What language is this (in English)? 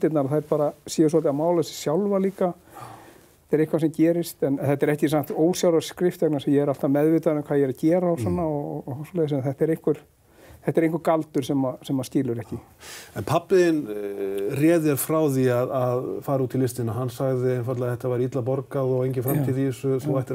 Icelandic